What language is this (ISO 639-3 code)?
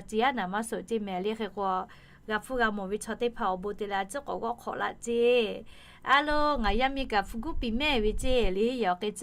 lhu